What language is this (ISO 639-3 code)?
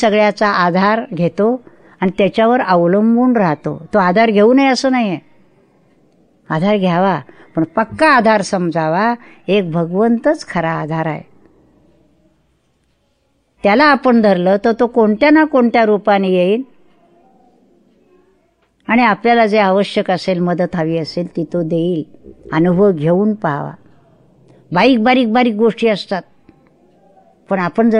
mar